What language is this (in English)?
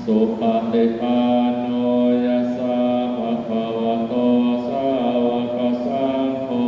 Pali